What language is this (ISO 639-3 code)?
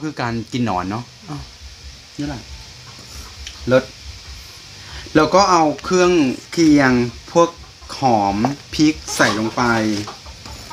tha